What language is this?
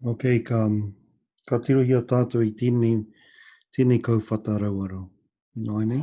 Māori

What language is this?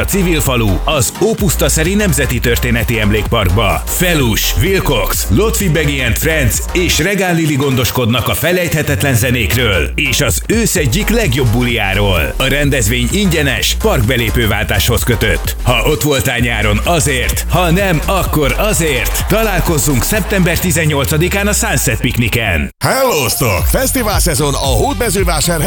Hungarian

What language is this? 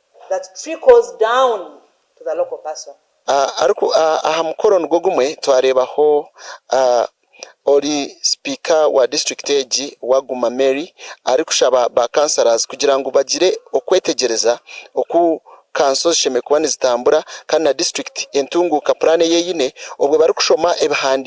Nyankole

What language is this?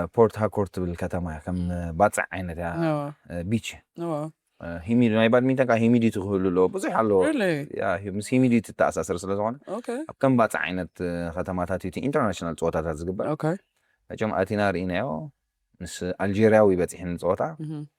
Tigrinya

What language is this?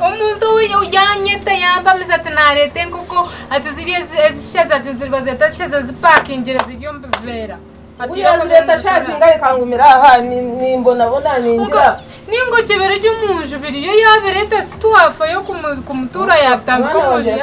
Nyankole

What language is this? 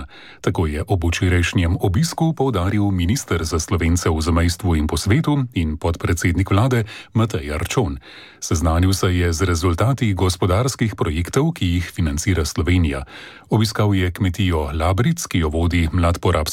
Slovenian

